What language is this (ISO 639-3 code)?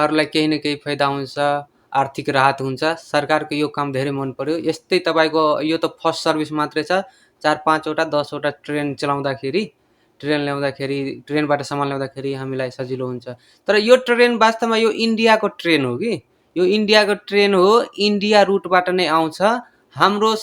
nep